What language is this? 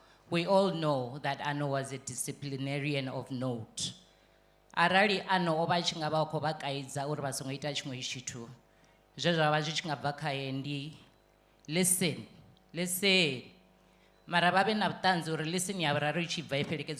Venda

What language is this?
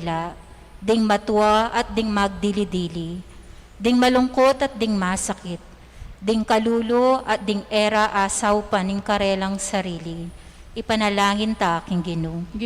Pampanga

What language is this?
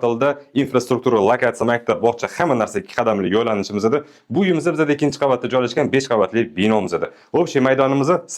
Uzbek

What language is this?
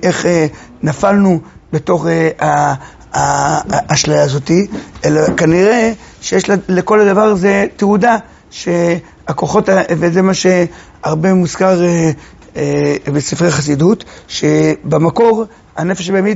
Hebrew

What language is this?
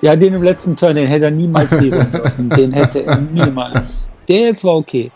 Swiss German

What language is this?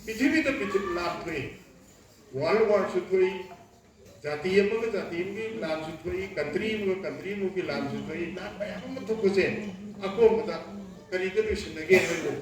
Manipuri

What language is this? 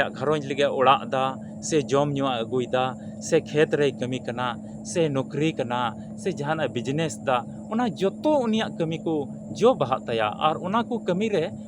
Santali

